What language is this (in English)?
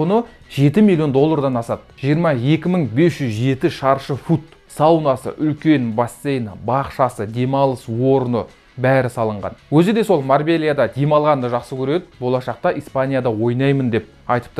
Kazakh